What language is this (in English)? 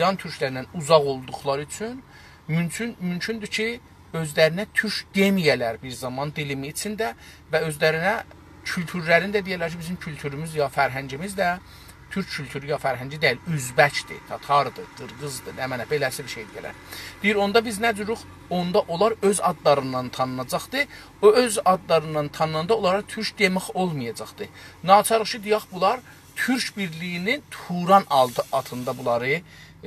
South Azerbaijani